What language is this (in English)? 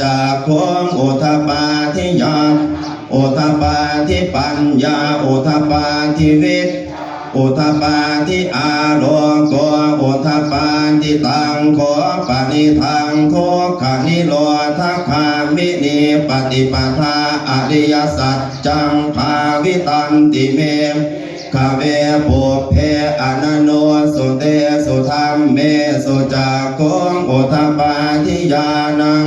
Pali